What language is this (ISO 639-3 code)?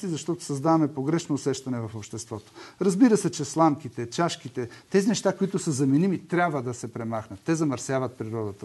bul